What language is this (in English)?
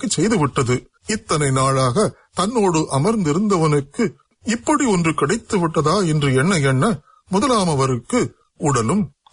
Tamil